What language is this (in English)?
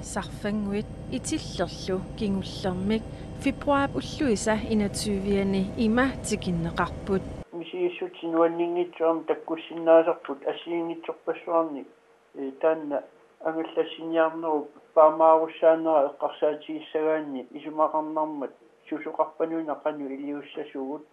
Kalaallisut